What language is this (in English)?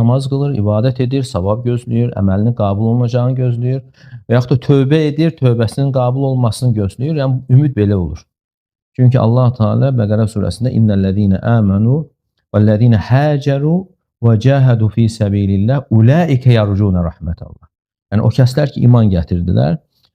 Azerbaijani